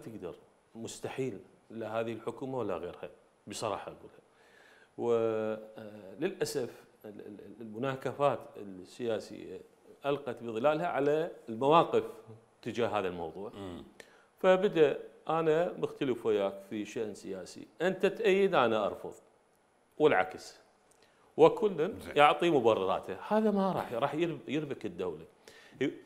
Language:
Mesopotamian Arabic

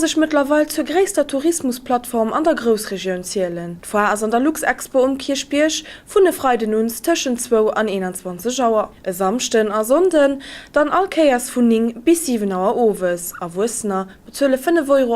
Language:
Luxembourgish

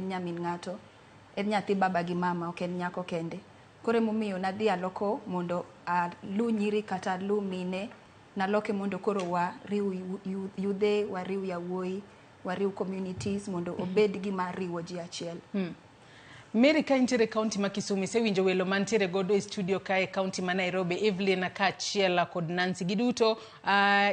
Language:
Luo (Kenya and Tanzania)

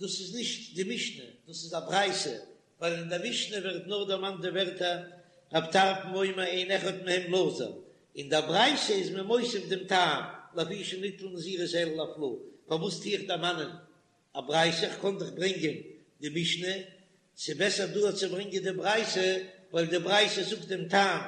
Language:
Yiddish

